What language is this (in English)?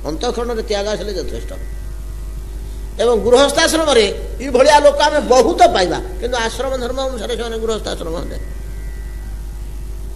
Odia